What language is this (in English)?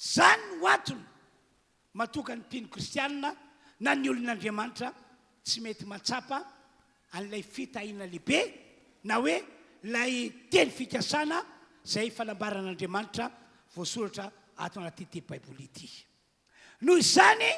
Malagasy